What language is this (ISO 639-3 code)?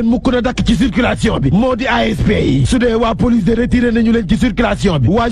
wol